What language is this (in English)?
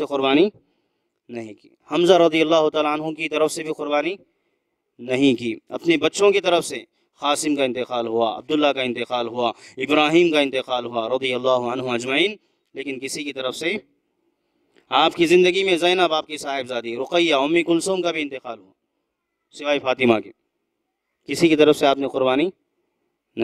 Urdu